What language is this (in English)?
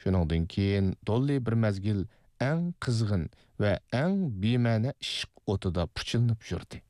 Uyghur